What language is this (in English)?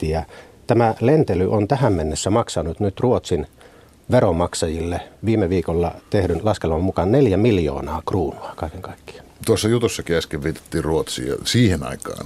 Finnish